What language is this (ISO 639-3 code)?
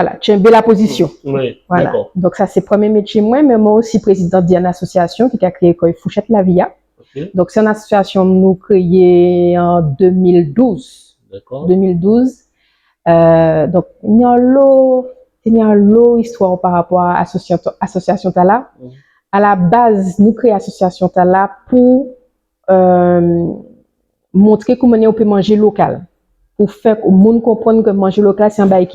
gcf